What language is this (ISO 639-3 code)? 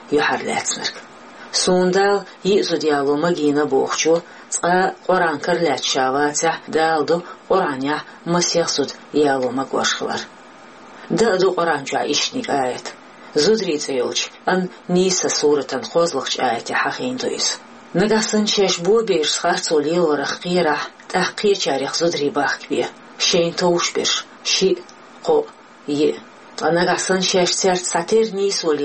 che